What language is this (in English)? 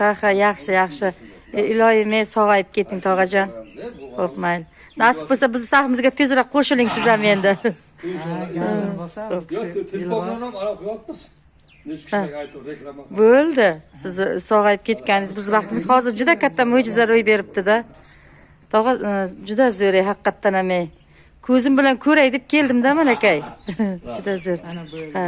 Uzbek